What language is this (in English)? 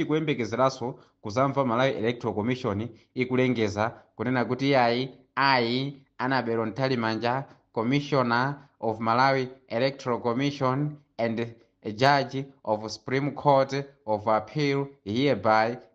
Nyanja